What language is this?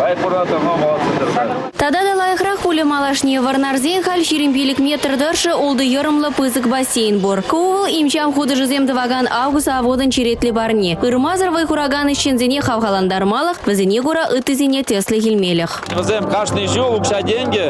Chuvash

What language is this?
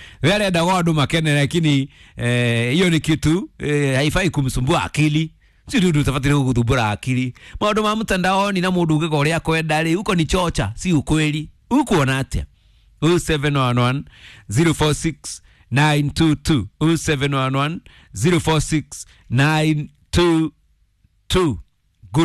Kikuyu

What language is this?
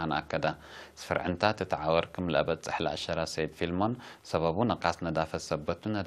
Tigre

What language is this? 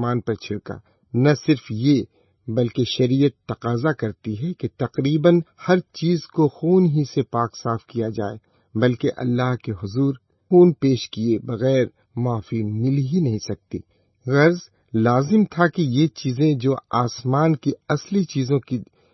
Urdu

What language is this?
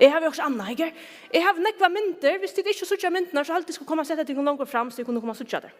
Faroese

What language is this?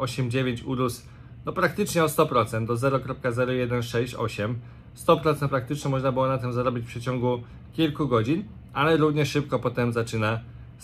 Polish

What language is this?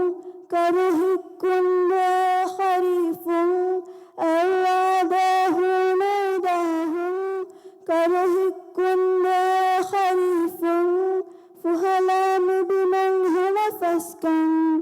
Divehi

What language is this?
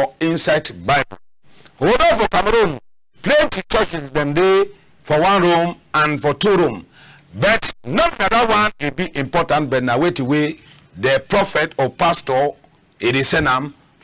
Cameroon Pidgin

